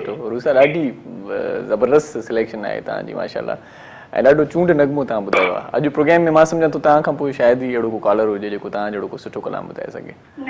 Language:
Sindhi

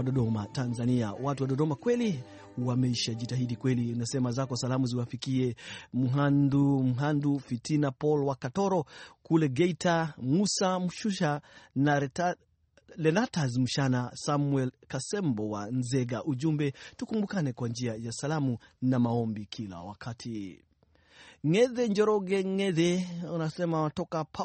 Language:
Swahili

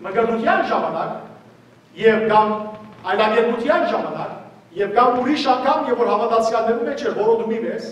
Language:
Western Armenian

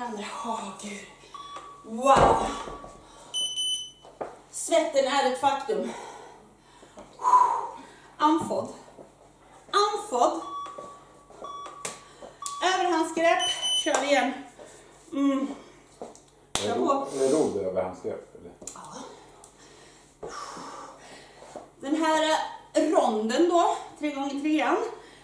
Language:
Swedish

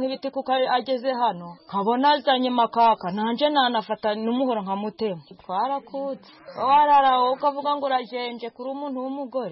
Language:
Kinyarwanda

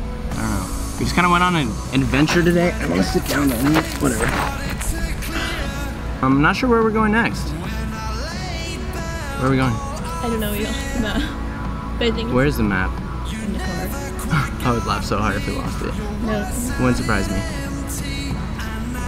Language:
English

